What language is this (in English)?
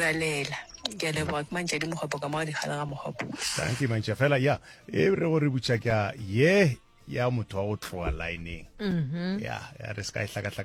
Northern Sotho